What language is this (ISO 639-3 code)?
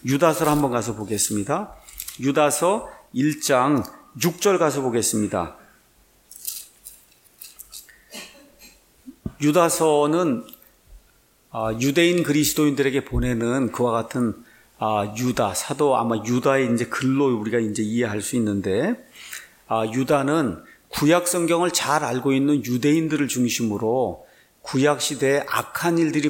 kor